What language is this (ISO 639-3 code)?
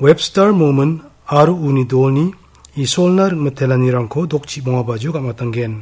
grt